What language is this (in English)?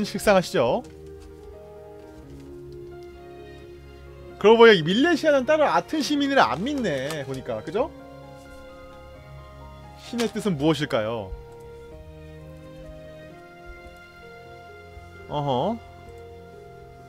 Korean